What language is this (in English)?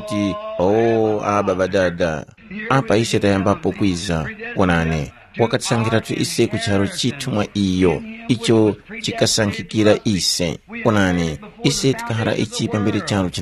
Tumbuka